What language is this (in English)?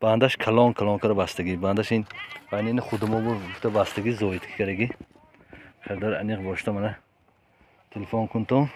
Tajik